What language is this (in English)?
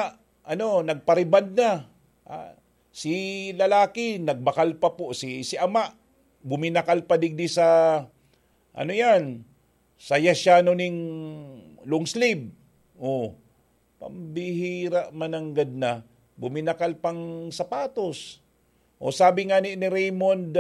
Bikol